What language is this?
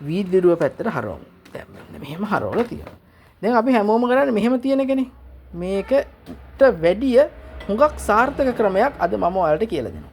Sinhala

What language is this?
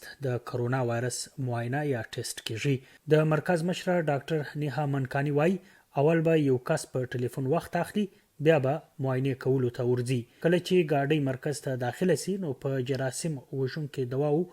Pashto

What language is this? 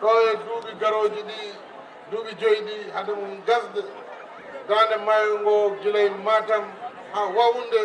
Fula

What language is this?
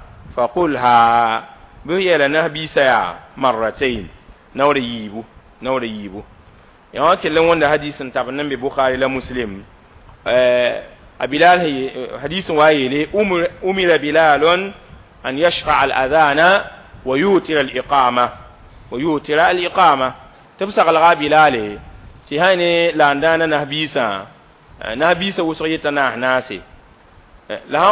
Mossi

